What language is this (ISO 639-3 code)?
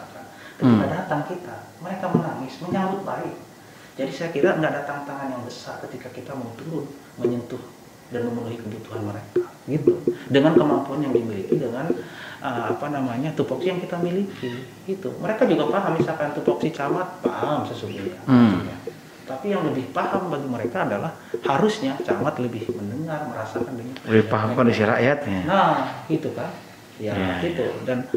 ind